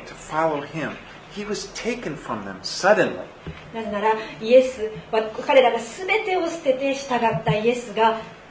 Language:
Japanese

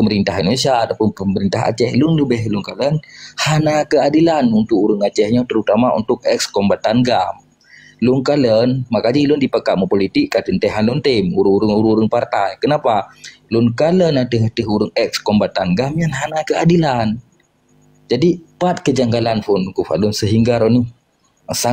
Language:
Achinese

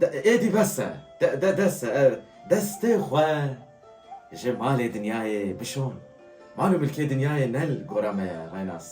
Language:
Kurdish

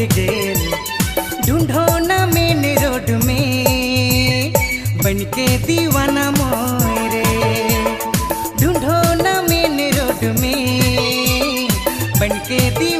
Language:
Sadri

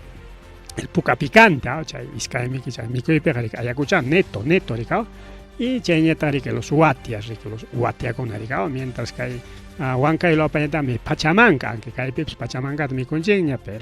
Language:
Ayacucho Quechua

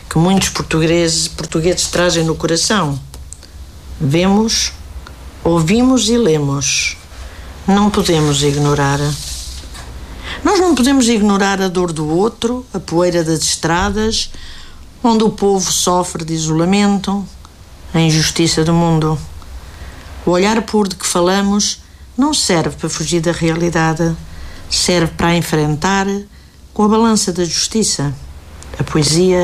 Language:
Portuguese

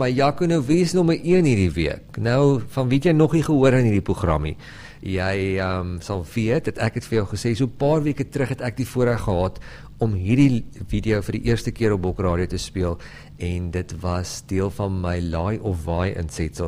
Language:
Afrikaans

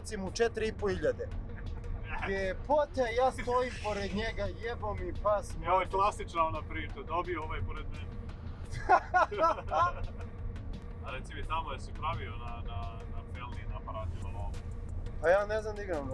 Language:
Serbian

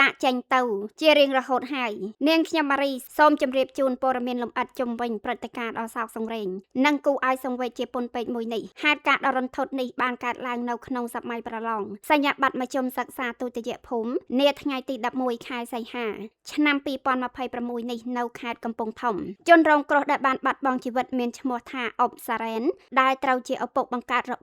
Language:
Khmer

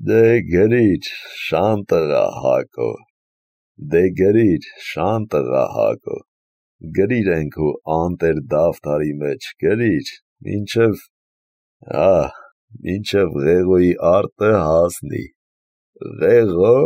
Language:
Armenian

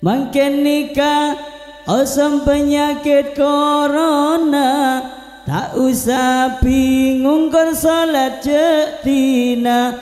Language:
Madurese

